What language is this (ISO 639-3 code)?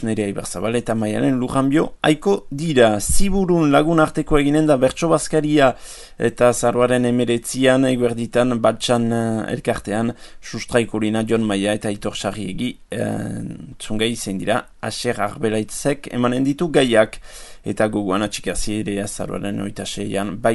eus